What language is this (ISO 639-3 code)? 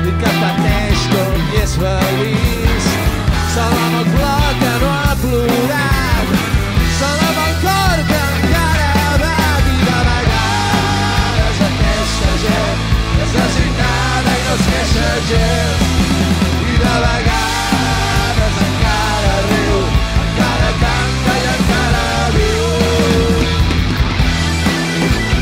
cat